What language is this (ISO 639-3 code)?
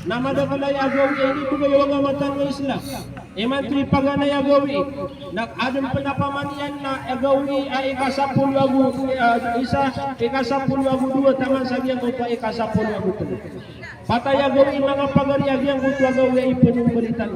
mrw